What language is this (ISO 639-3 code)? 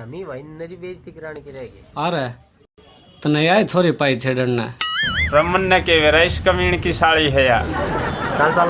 bgc